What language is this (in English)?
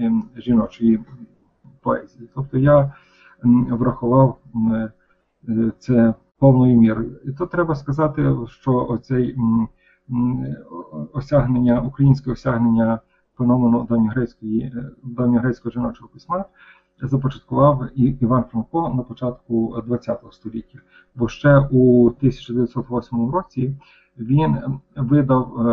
Ukrainian